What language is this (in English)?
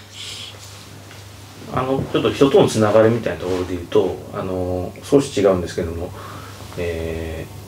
Japanese